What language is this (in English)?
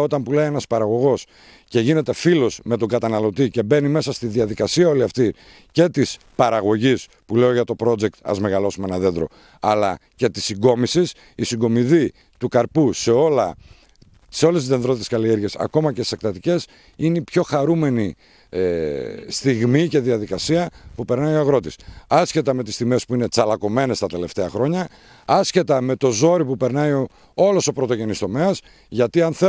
Greek